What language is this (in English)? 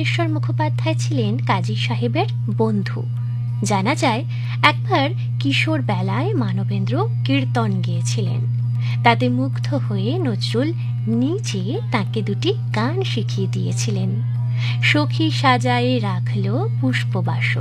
Bangla